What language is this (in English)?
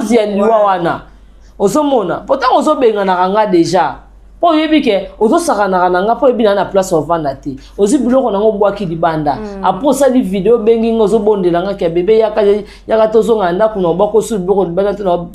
Lingala